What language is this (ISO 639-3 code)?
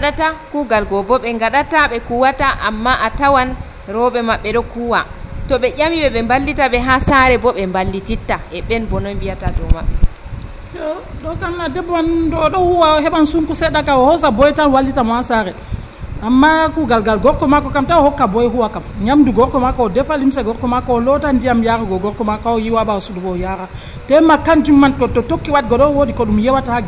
fuv